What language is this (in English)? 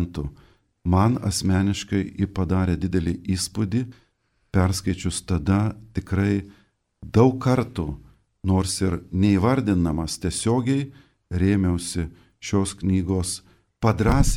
Lithuanian